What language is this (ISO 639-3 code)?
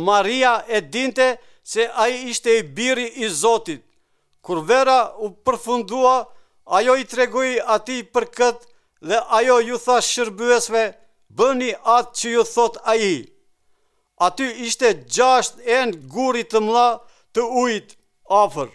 sqi